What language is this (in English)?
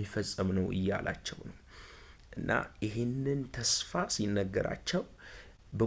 Amharic